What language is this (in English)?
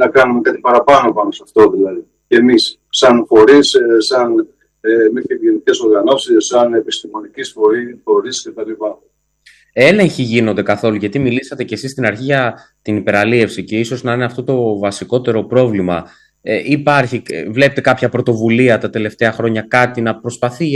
Greek